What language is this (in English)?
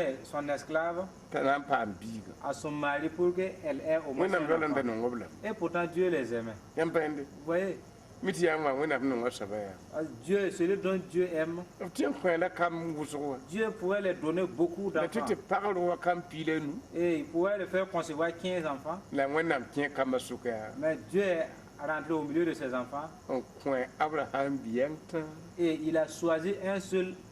Mossi